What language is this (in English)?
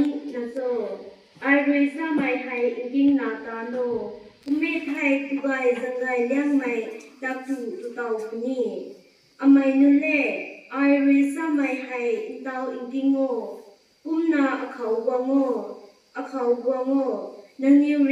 Rongmei Naga